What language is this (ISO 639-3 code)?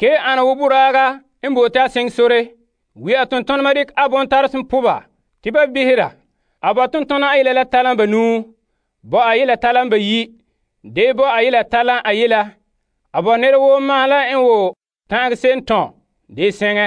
gur